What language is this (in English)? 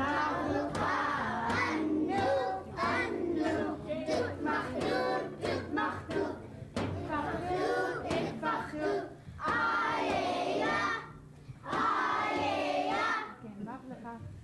Central Yupik